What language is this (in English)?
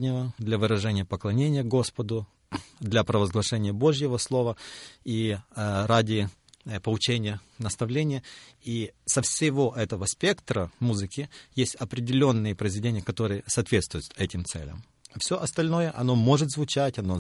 Russian